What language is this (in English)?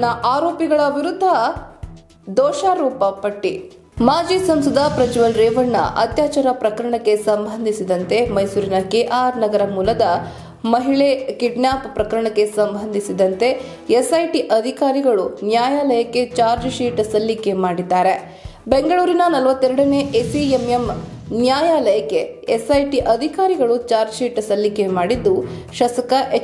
Kannada